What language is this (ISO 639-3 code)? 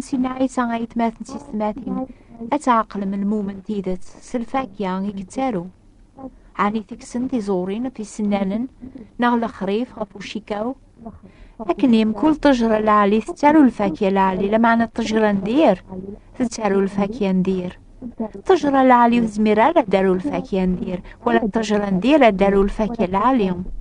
kab